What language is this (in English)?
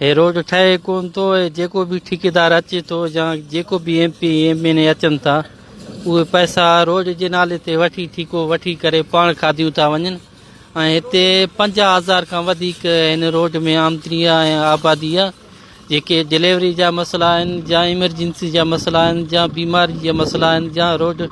Sindhi